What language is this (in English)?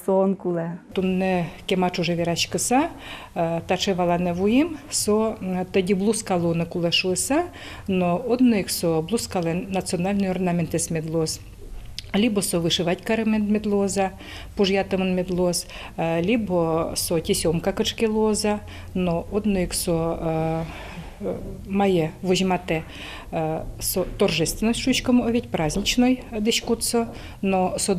Udmurt